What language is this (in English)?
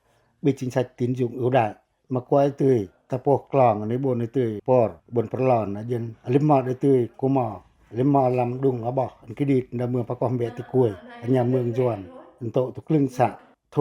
Pacoh